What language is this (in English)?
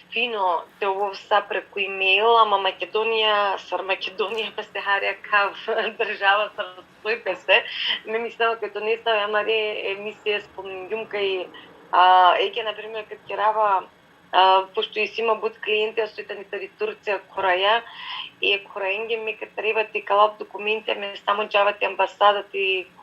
Balkan Romani